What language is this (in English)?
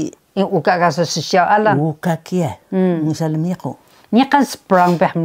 Taroko